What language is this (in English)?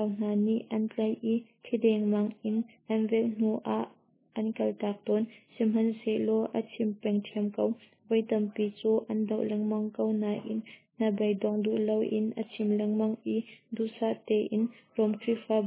Hakha Chin